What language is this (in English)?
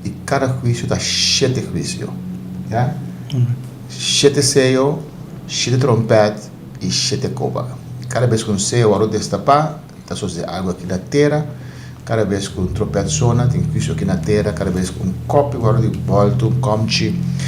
Papiamento